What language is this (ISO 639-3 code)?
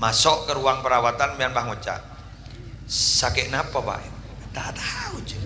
mad